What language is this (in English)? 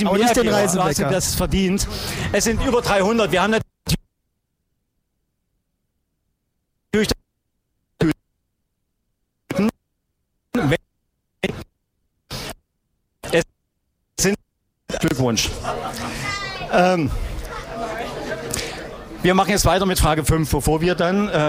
German